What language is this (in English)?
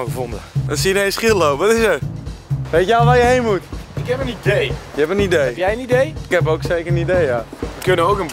Dutch